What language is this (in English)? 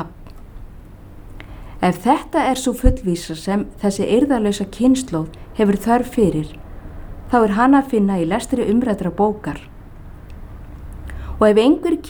Icelandic